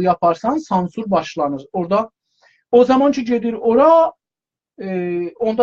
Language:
South Azerbaijani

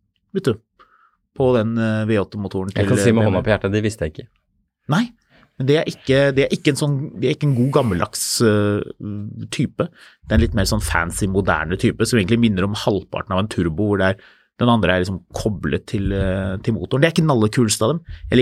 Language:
Norwegian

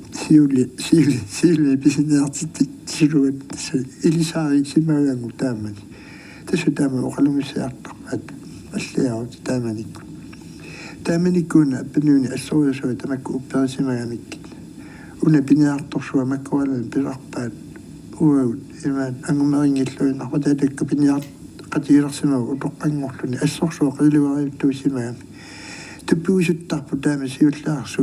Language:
Kalaallisut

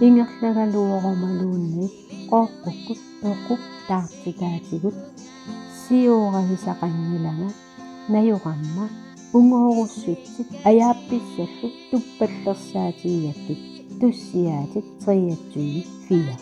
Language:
Kalaallisut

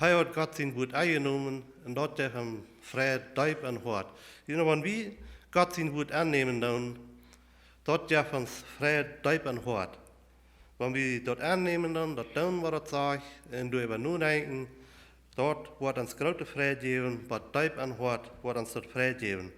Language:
Plautdietsch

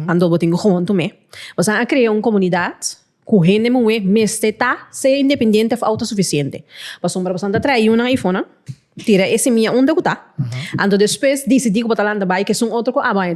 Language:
Papiamento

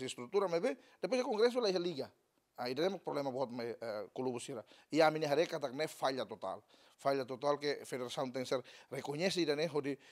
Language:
Tetum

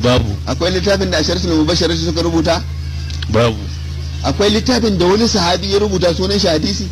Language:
Hausa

